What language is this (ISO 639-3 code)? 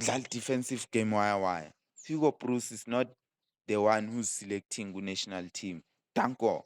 zul